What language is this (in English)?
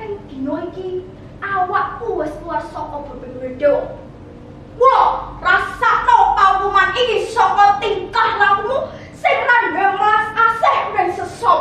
Javanese